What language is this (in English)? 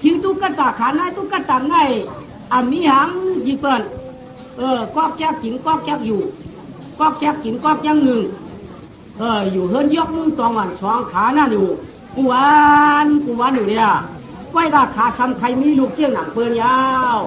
Shan